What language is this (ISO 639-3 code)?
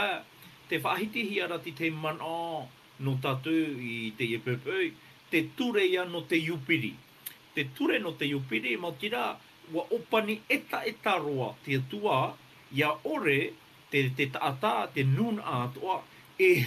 tah